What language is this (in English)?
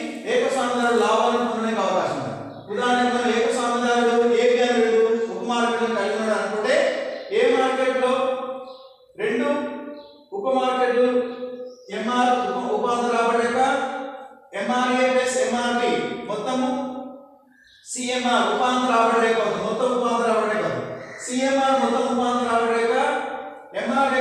Telugu